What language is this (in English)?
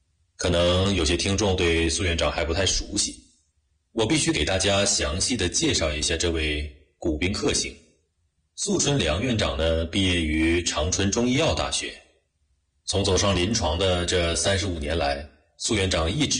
Chinese